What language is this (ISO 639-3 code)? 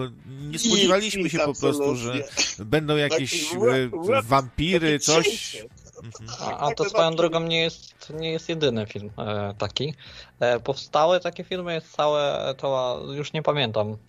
pol